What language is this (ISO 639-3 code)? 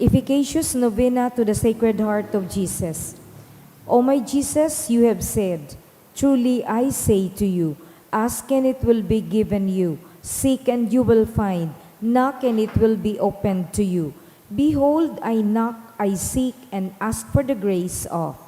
bik